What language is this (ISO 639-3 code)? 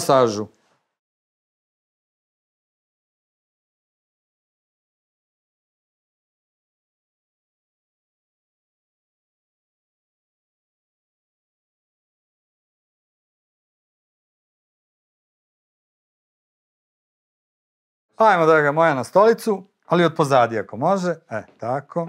srp